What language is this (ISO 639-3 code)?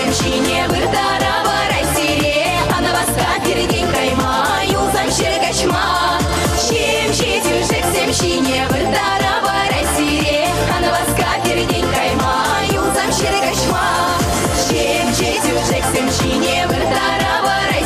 chv